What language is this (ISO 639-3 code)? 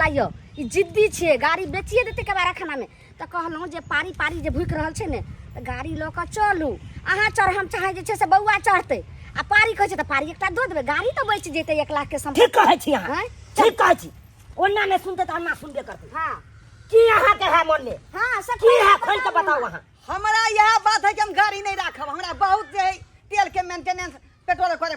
mai